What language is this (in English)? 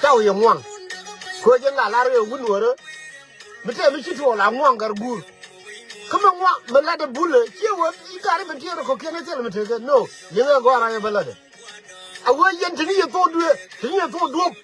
Nuer